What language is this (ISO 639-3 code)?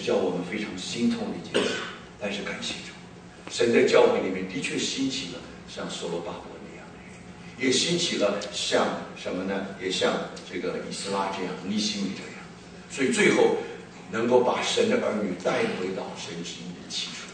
zho